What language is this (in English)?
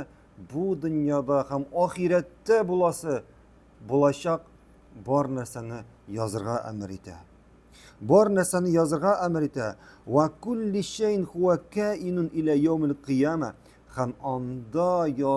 Tatar